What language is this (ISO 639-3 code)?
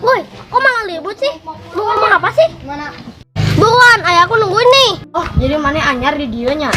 sun